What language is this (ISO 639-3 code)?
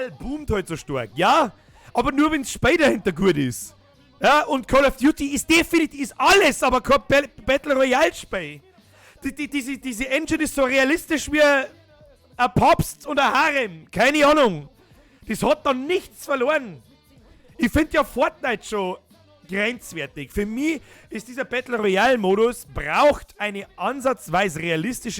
bar